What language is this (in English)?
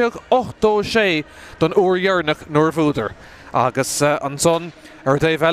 Irish